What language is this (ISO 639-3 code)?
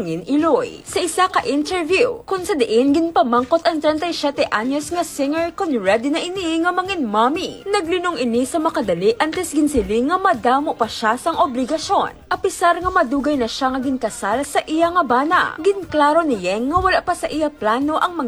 hil